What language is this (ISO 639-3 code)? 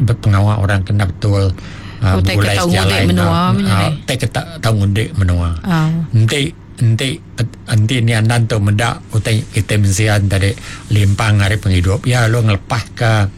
iba